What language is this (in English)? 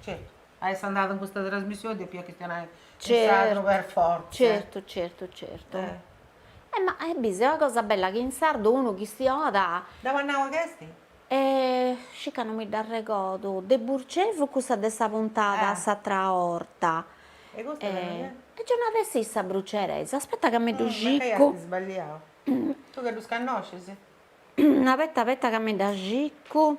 Sardinian